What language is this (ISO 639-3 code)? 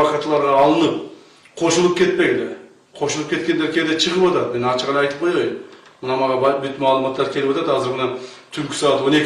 kir